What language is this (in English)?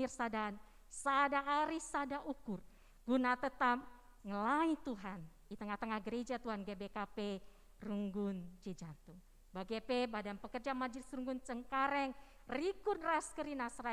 Batak Karo